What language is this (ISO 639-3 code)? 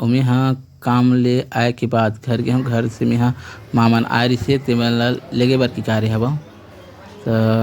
hne